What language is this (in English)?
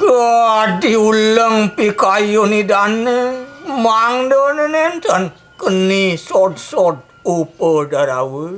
Balinese